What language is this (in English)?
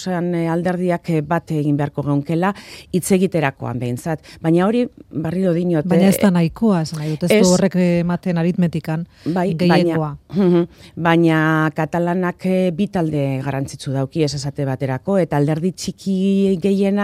Basque